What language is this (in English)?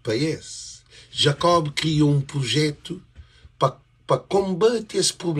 Kabuverdianu